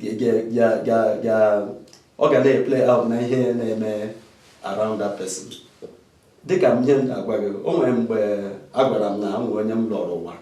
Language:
Igbo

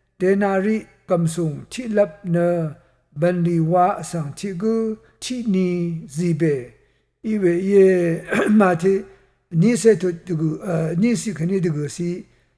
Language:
Rawang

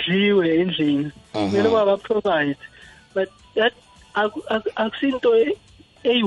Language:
South Ndebele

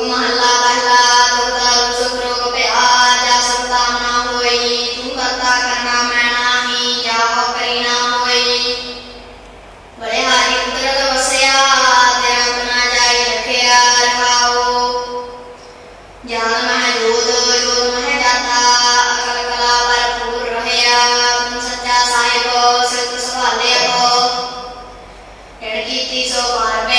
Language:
Punjabi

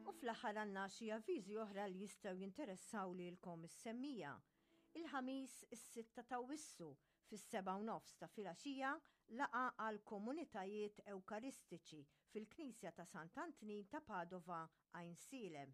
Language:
Maltese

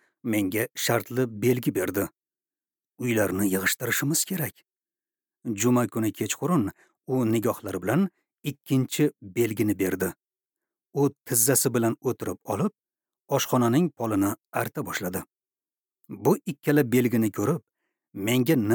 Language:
Uzbek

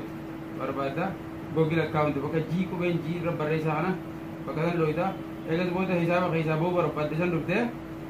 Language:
Oromo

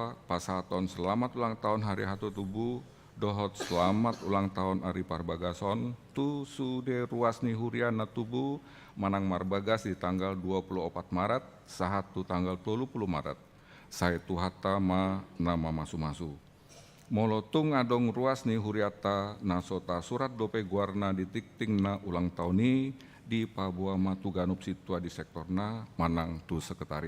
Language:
Batak Toba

